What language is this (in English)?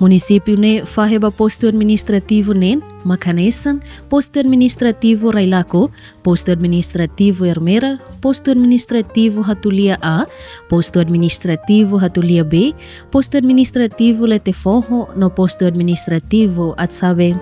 Tetum